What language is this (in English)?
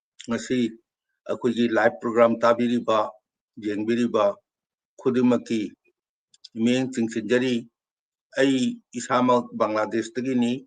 Manipuri